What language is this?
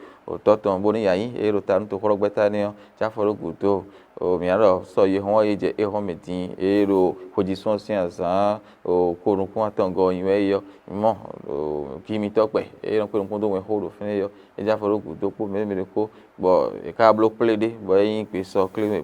Fon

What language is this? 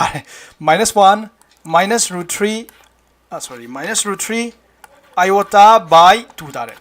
Manipuri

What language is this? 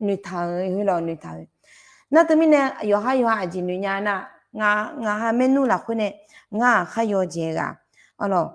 Akha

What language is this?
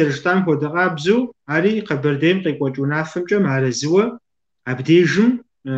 Kabardian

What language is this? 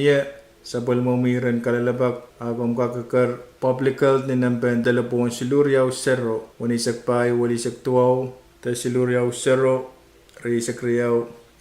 Pohnpeian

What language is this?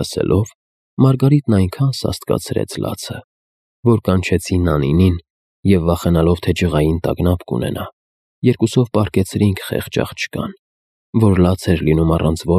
Armenian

